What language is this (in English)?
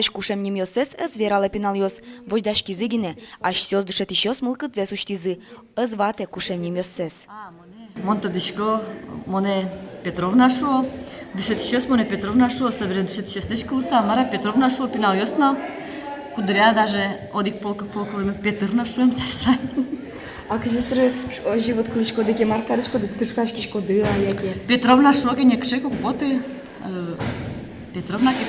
Udmurt